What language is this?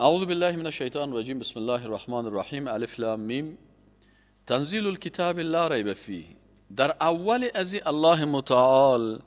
Persian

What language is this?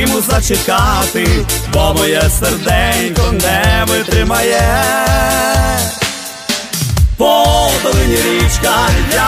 Ukrainian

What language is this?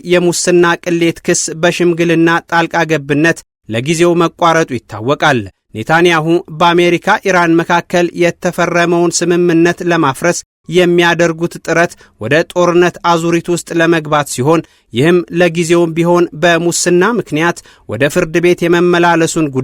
Amharic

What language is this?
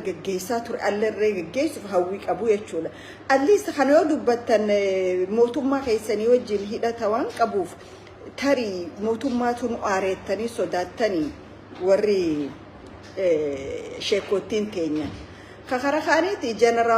Oromo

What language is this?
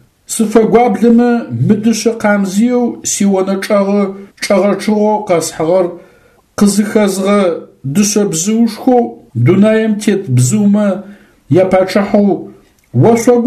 Adyghe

